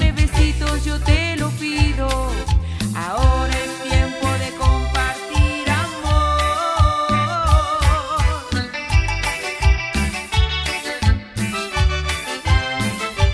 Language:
Spanish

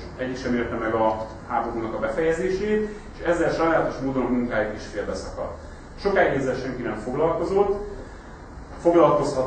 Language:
Hungarian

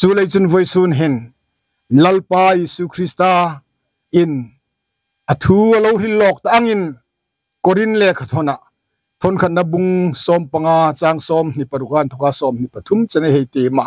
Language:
Hmar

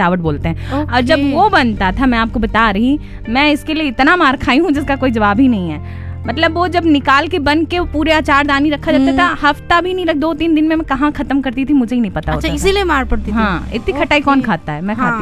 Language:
Hindi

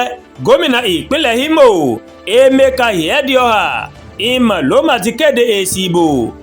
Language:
Yoruba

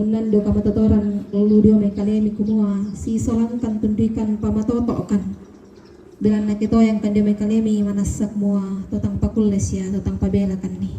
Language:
Toraja-Sa'dan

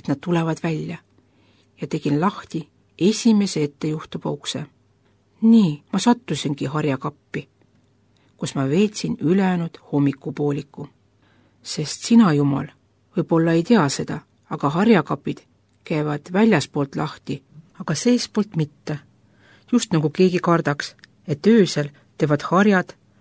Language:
Estonian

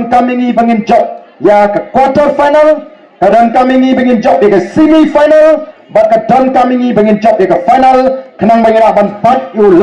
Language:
Khasi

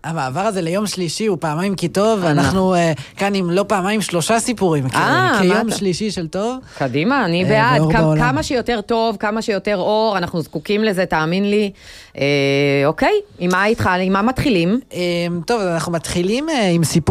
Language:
Hebrew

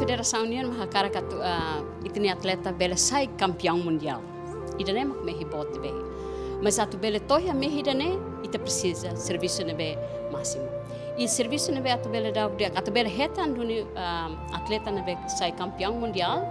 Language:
Tetum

